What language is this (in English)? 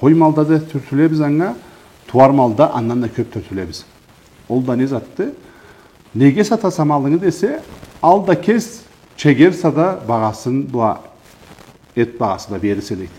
Karachay-Balkar